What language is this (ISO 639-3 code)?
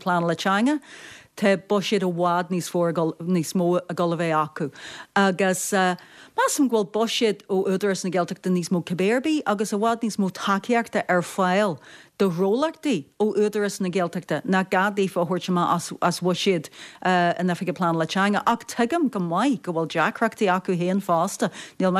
gle